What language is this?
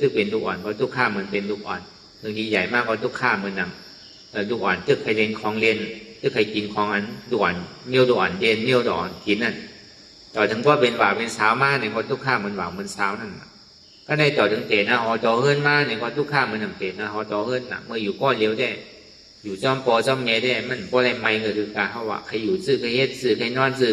Shan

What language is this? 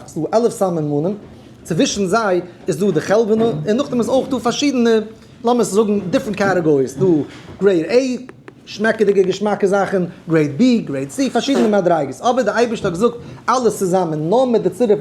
Yiddish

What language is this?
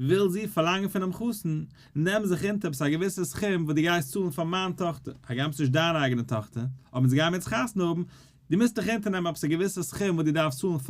Yiddish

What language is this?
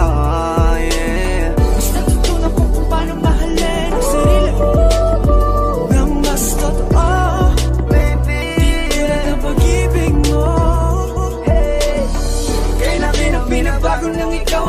Filipino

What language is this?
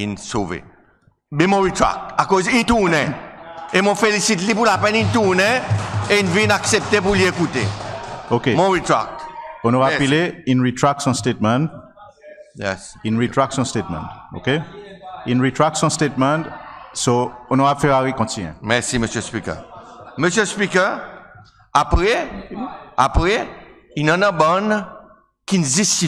Seselwa Creole French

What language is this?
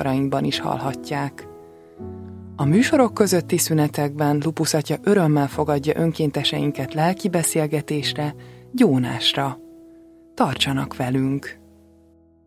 Hungarian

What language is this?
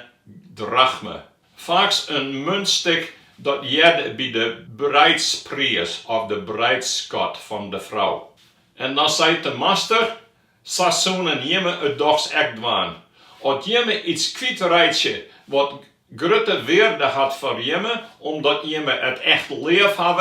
Western Frisian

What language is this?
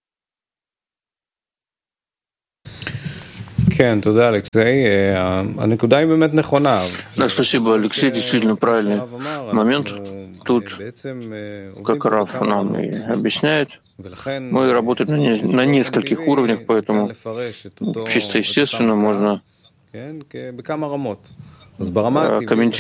Russian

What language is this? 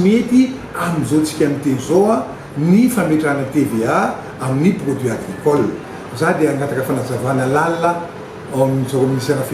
Malagasy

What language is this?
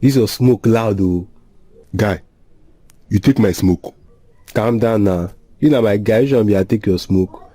Nigerian Pidgin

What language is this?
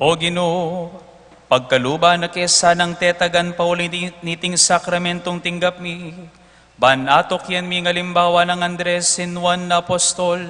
Pampanga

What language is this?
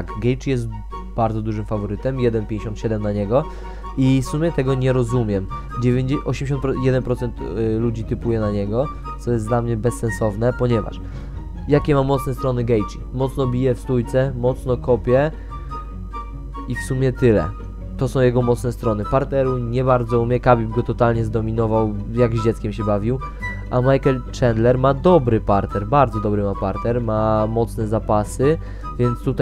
Polish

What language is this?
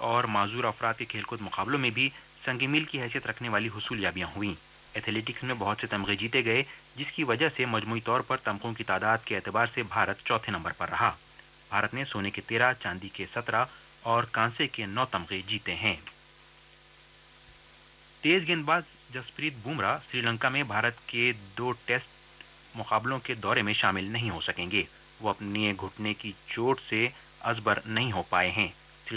Urdu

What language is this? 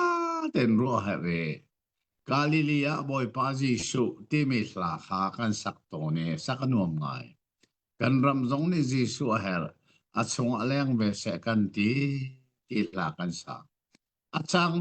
Hakha Chin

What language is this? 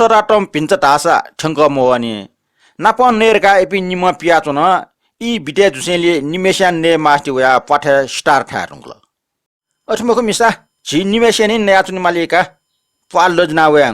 Newari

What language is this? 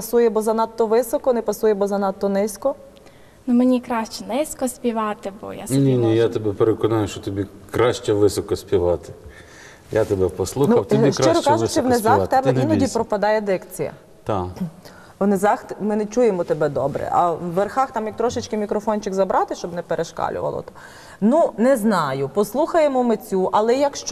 Ukrainian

